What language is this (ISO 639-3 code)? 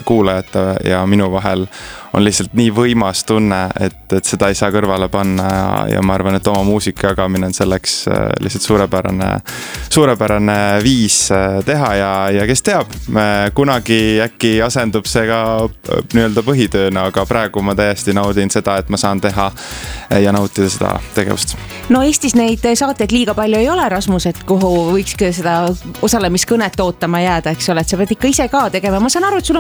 est